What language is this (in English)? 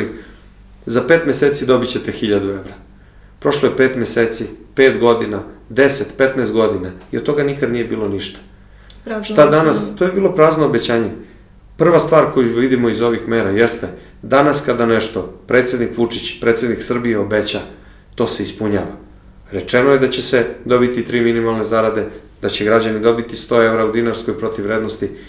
Serbian